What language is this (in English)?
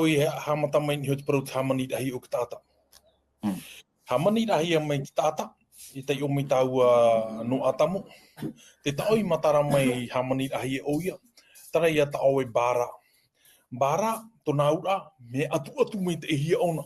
Tahitian